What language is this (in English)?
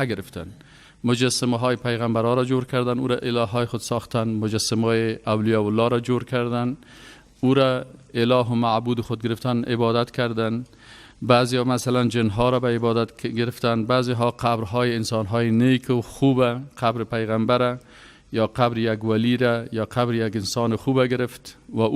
Persian